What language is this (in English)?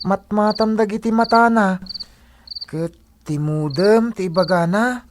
Iloko